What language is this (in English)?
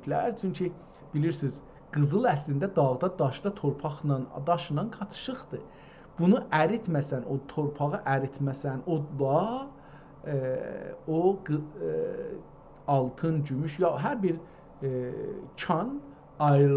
South Azerbaijani